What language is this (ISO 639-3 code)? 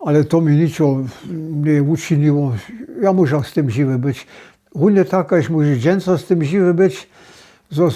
hsb